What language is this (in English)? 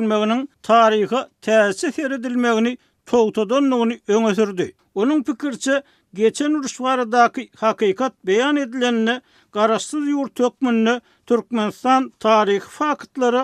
Turkmen